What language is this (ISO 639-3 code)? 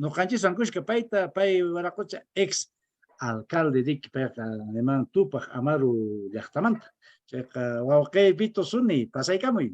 que